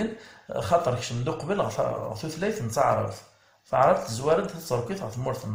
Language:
Kabyle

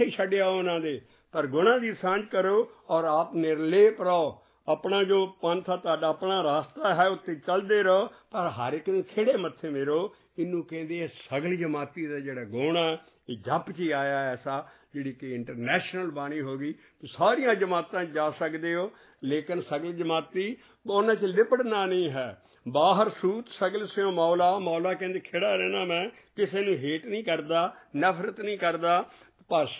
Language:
Punjabi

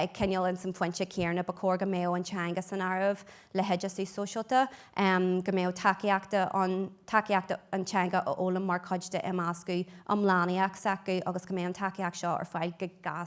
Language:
Irish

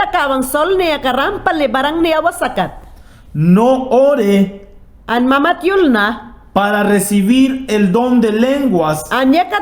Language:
Mayangna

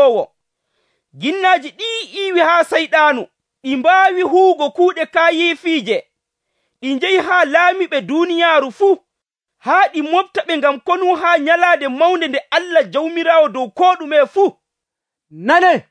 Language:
Nigerian Fulfulde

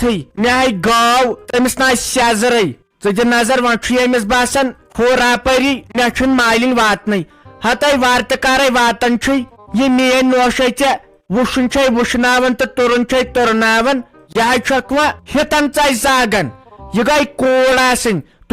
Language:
Kashmiri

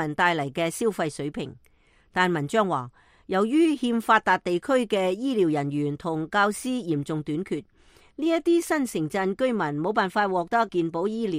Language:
Cantonese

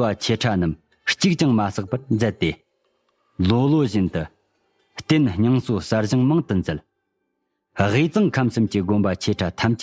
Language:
Tibetan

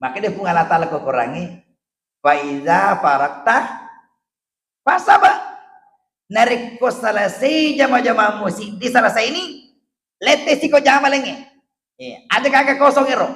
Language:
Buginese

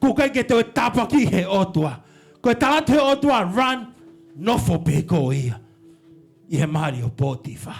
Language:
Tongan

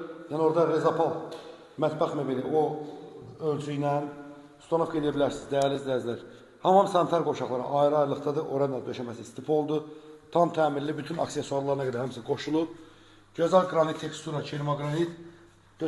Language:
Azerbaijani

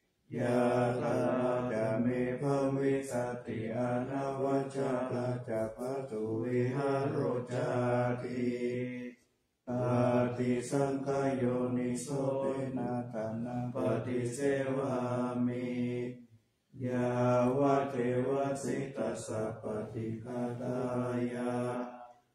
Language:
Pali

